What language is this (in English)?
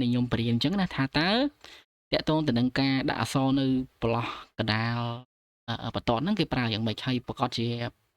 Khmer